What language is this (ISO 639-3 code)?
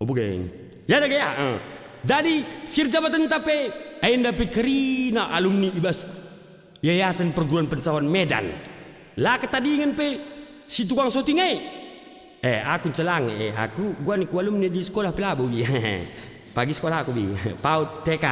btx